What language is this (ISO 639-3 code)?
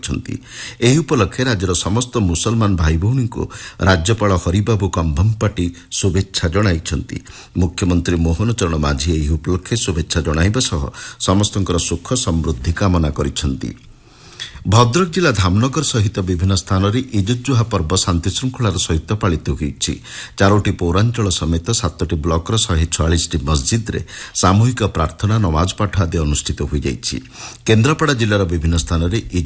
ori